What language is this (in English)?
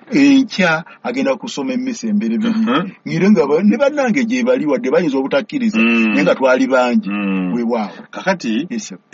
Ganda